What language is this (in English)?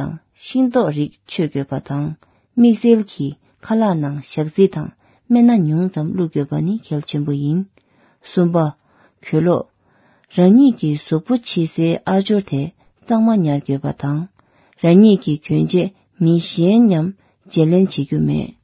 Tibetan